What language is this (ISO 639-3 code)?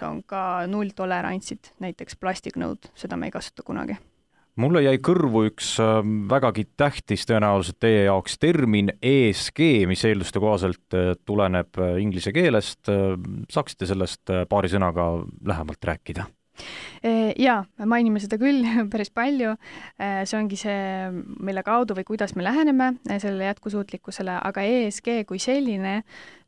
est